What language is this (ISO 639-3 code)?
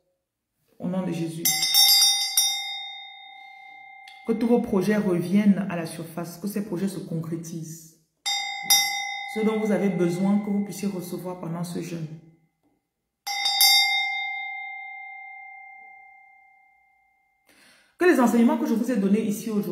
fra